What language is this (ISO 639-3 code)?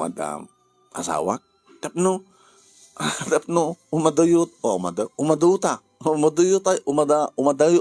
ilo